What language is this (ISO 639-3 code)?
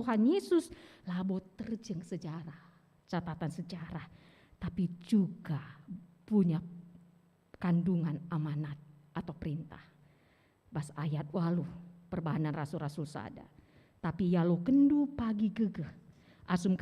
btx